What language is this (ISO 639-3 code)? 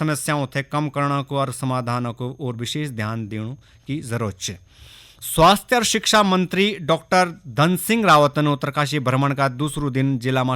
gbm